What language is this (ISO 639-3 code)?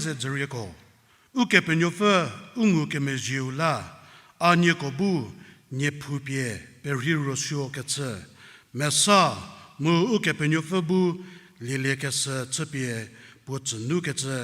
njm